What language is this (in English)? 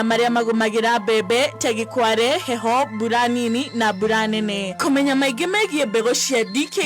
Kikuyu